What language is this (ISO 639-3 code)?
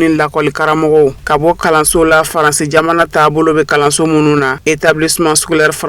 bam